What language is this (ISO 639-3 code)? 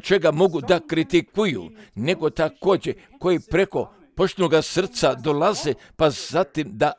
hrv